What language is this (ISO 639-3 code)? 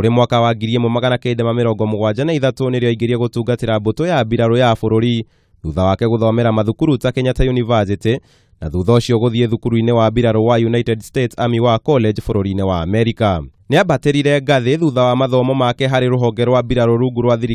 kik